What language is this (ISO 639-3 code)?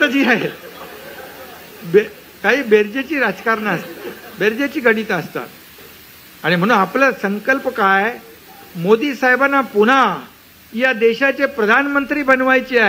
mar